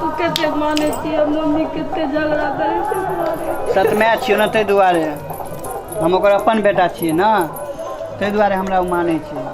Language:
Maithili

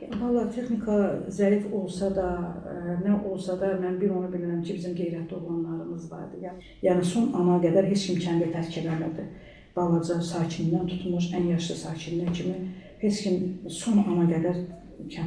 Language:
Azerbaijani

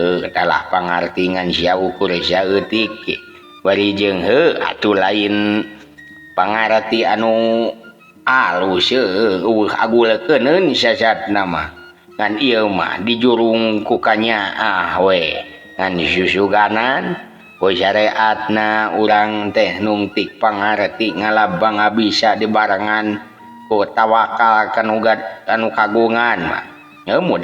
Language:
Sundanese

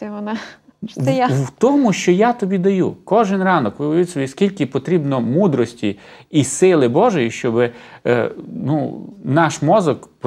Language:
Ukrainian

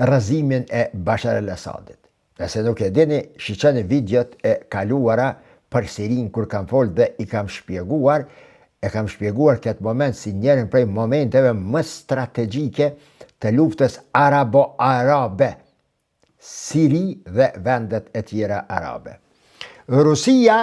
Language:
Albanian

